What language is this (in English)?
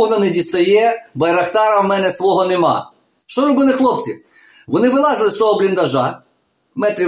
Ukrainian